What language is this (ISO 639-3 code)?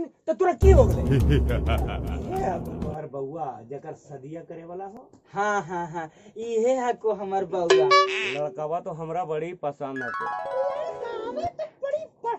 mag